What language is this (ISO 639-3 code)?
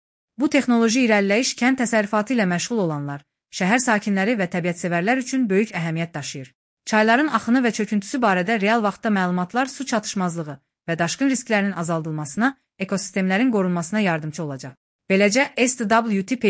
aze